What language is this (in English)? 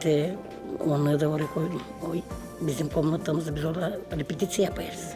Gagauz